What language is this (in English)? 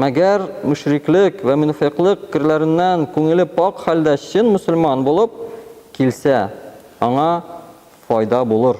Tatar